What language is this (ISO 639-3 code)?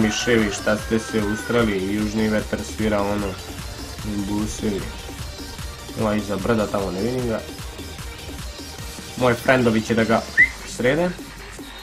srp